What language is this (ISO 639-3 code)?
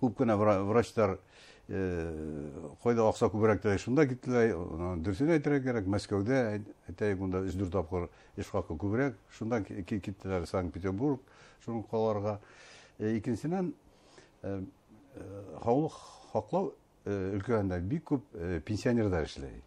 bak